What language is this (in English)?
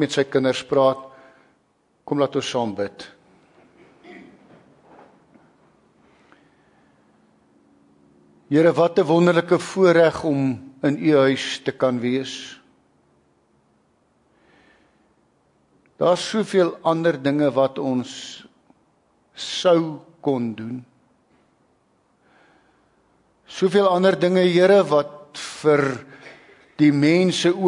Afrikaans